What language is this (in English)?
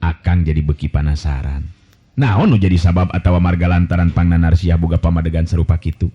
Sundanese